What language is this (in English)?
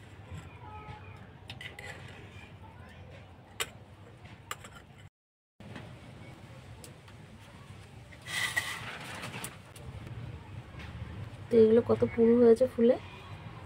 Bangla